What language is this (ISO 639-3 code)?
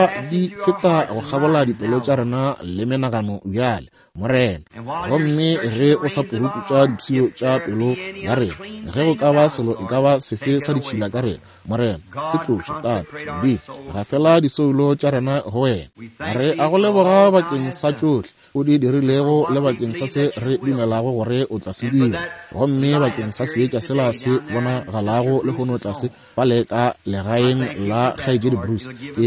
nso